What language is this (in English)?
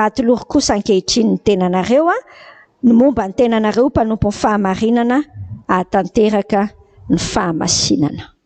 Malagasy